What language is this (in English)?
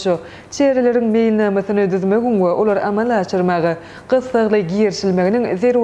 Turkmen